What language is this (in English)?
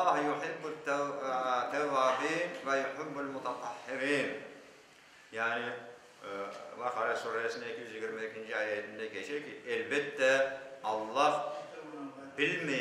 Crimean Tatar